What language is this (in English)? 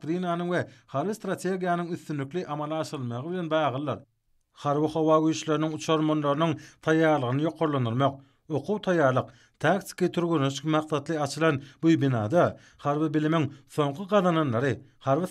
Turkmen